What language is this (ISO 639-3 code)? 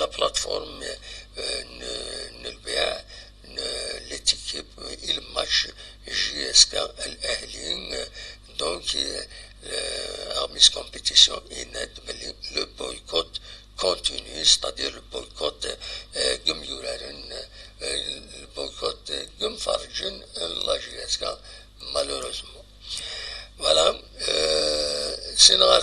kab